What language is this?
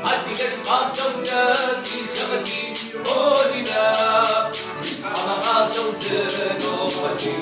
Kabardian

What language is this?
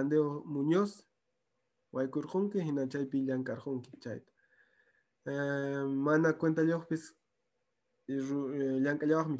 Quechua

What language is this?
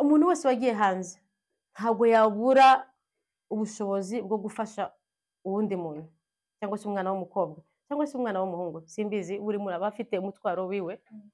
Kinyarwanda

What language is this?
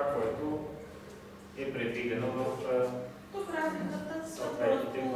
Bulgarian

